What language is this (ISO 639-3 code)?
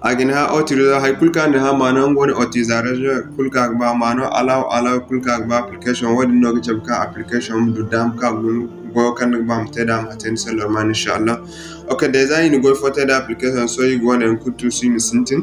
dje